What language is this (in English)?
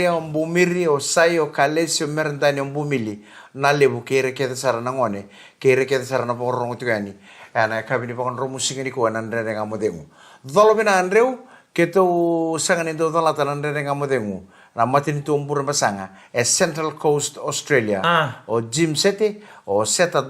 Fijian